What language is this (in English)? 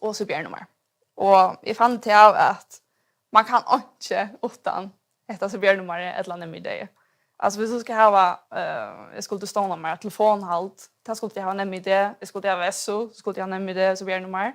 Faroese